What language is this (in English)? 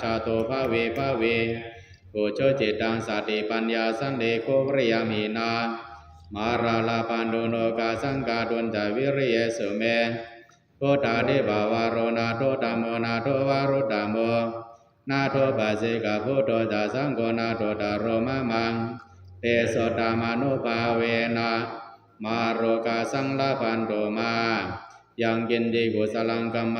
Pali